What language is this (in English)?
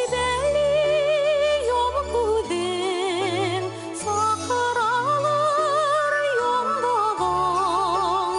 Bashkir